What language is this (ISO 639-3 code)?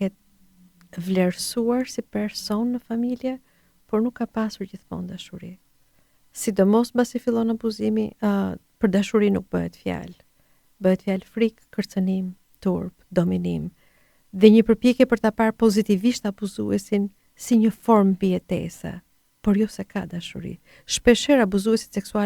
sqi